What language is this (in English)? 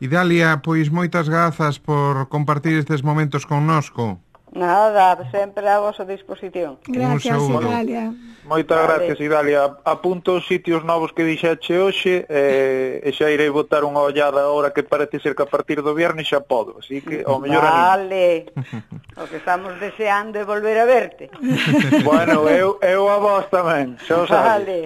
Galician